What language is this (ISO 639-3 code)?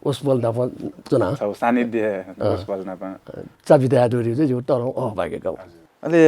new